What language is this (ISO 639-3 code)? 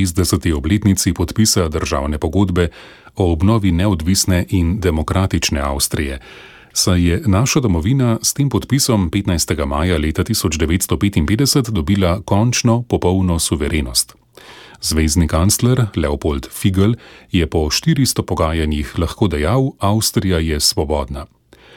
slv